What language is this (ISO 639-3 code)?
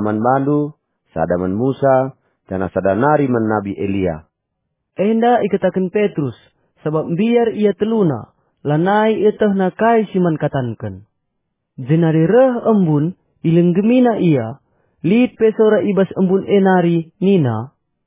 btx